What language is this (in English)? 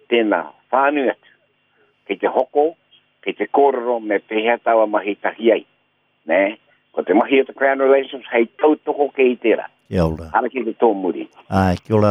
Māori